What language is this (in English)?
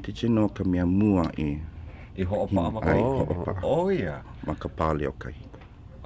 Hawaiian